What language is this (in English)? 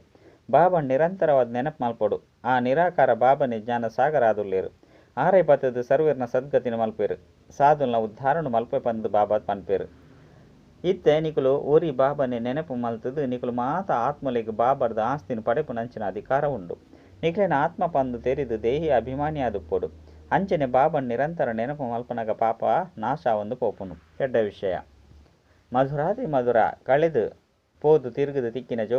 Tulu